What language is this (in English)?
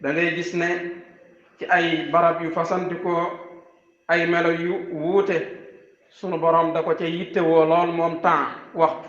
Wolof